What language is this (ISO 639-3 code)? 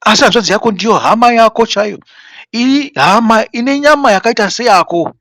sna